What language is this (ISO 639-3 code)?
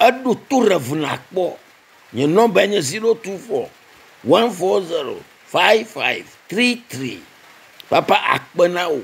ewe